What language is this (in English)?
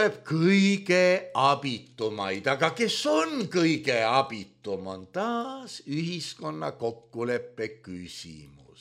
Estonian